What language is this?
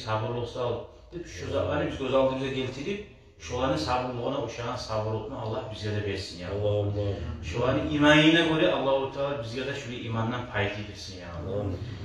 Kumyk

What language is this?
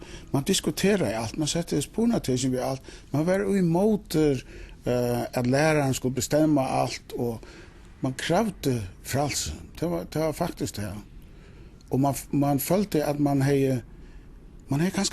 Faroese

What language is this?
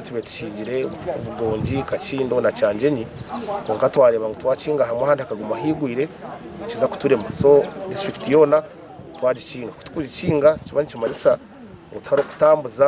Nyankole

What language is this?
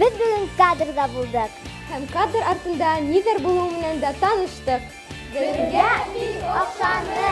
Bashkir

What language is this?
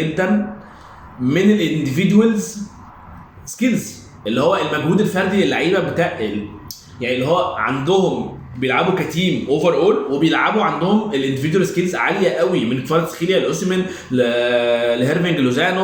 Egyptian Arabic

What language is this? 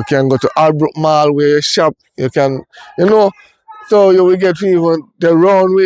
Jamaican Creole English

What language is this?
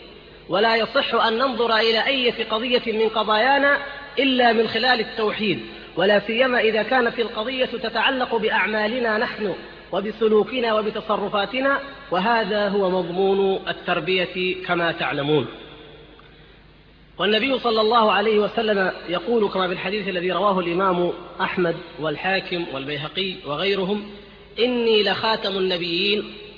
Arabic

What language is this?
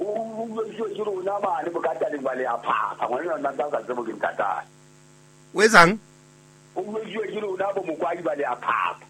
Southern Sotho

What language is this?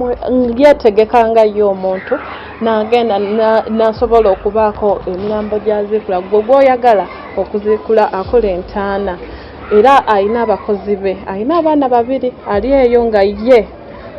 Ganda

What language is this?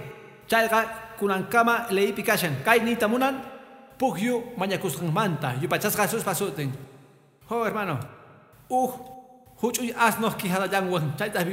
Quechua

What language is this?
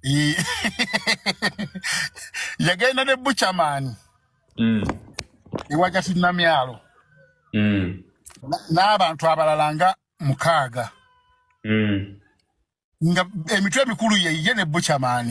Ganda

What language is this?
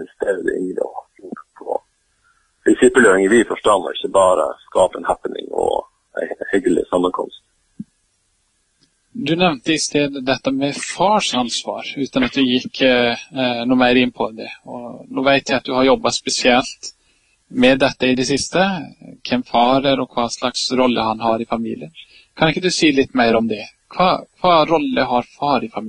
Norwegian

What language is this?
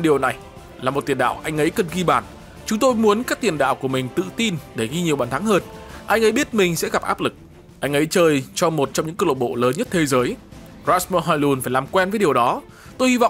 Vietnamese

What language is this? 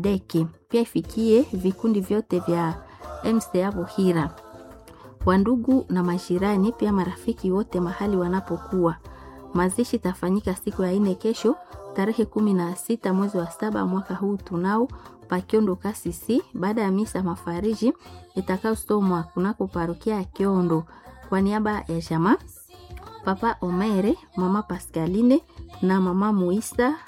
Swahili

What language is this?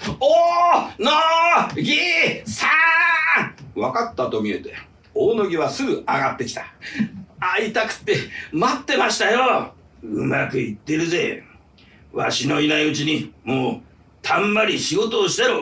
Japanese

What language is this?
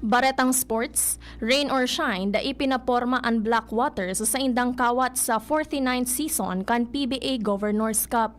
Bikol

